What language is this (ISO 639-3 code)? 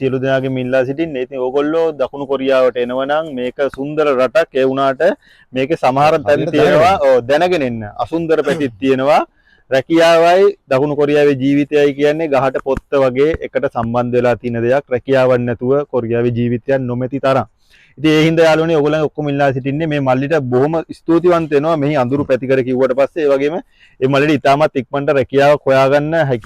sin